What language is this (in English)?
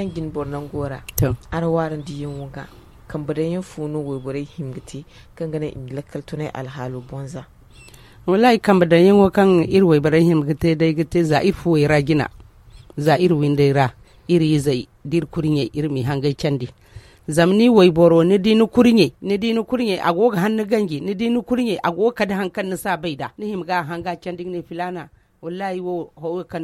Zarma